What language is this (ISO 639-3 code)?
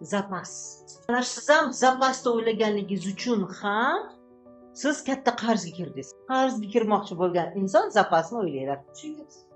uzb